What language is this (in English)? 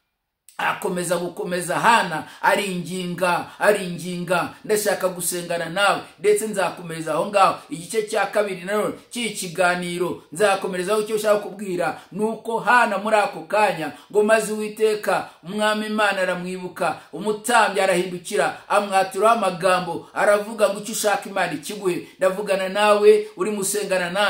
Kinyarwanda